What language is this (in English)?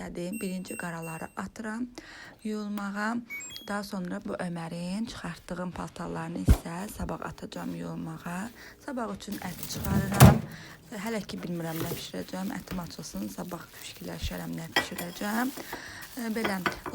Azerbaijani